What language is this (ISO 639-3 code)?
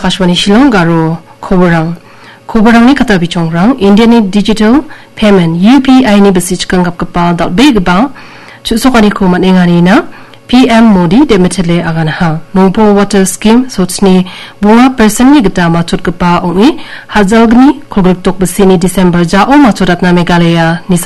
grt